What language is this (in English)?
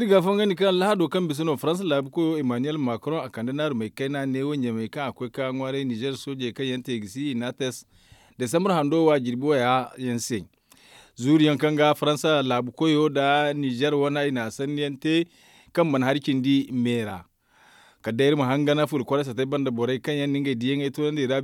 Zarma